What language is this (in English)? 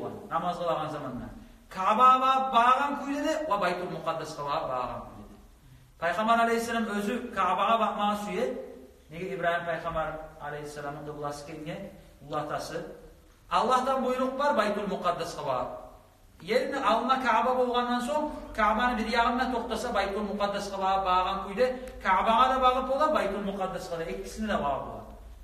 Kumyk